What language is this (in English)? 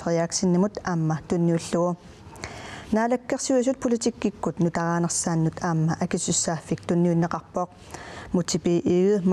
Kalaallisut